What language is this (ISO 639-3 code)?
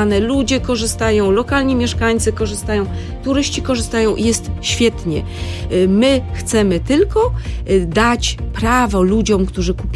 pol